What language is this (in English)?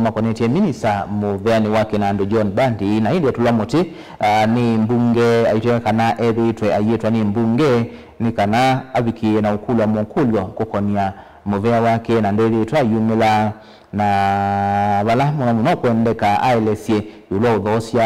Kamba